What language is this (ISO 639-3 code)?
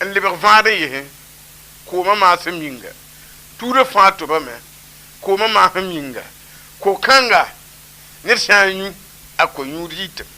mos